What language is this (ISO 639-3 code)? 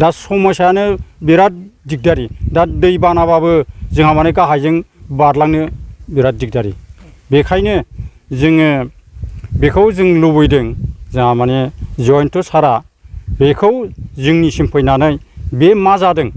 brx